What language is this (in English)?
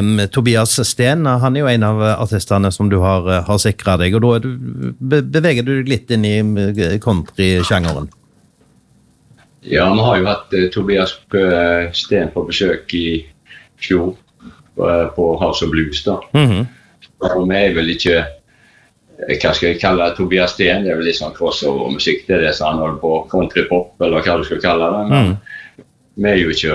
Norwegian